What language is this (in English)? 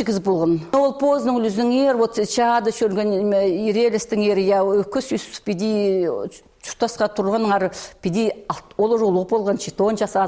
Khakas